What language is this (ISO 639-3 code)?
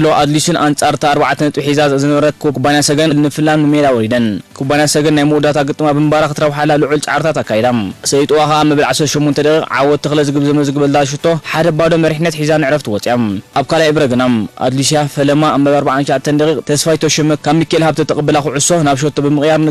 tir